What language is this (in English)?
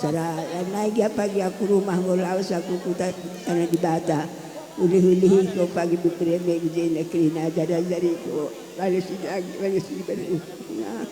Batak Karo